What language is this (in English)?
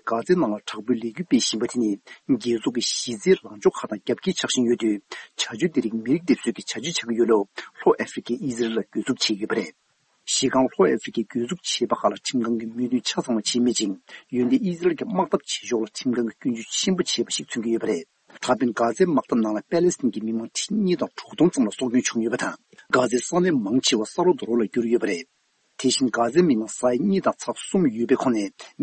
Tibetan